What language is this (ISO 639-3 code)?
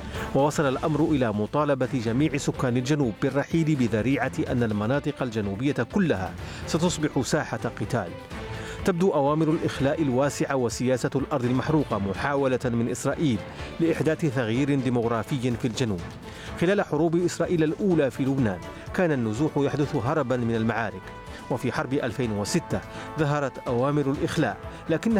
ara